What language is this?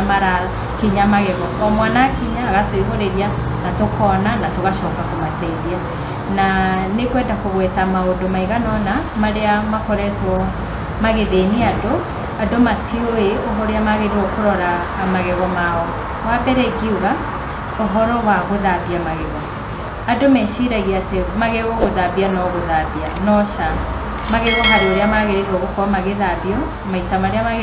Kikuyu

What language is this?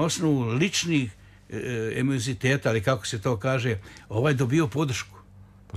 Serbian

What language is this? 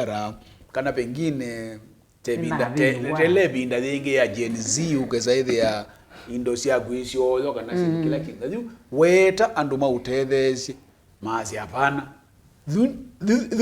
Kamba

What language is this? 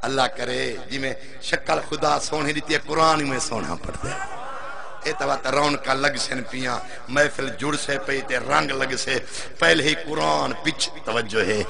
Saraiki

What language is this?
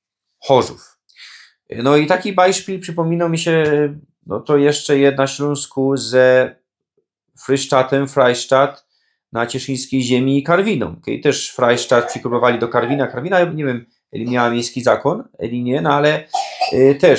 Silesian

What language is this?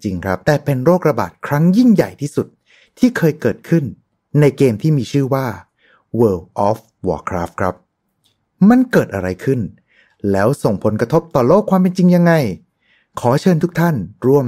Thai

